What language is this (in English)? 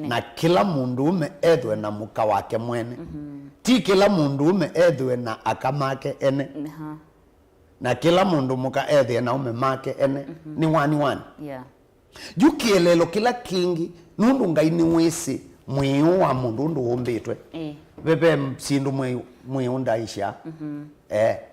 Kamba